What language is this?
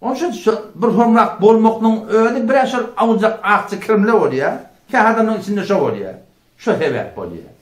Turkmen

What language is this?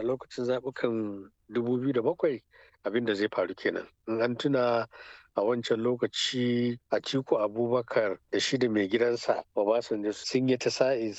Hausa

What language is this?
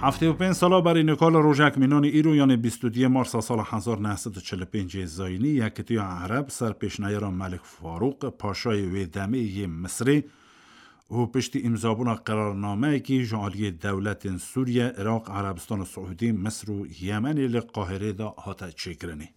Kurdish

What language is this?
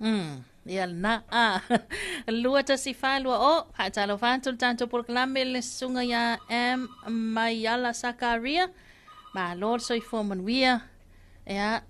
Samoan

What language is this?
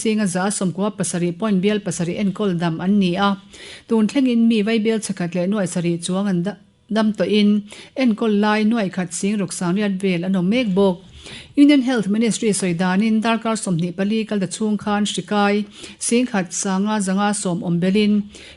Mizo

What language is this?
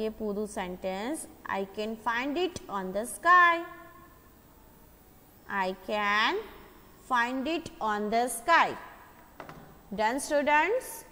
Gujarati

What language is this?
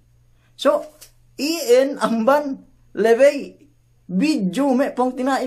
Yakan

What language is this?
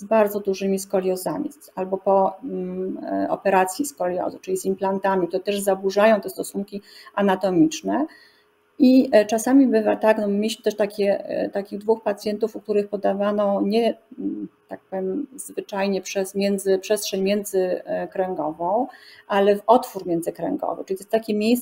Polish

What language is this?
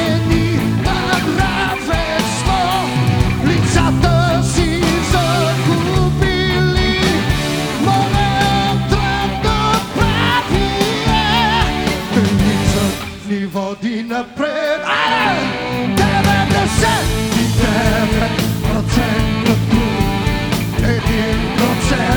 Bulgarian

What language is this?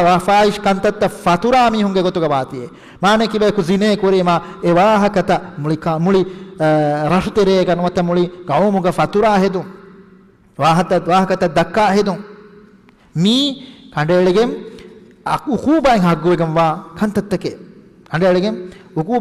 Divehi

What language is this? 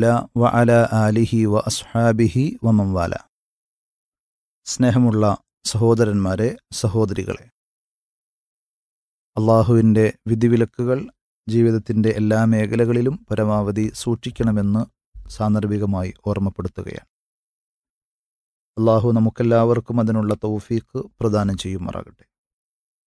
Malayalam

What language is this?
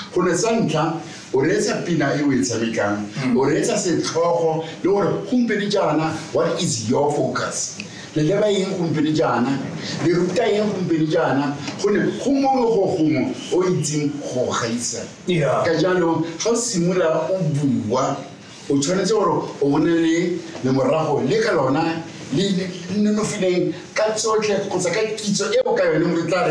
Tswana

